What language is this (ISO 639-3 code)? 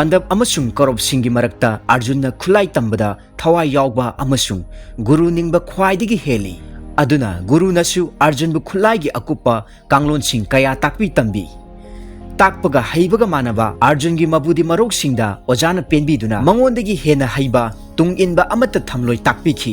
mni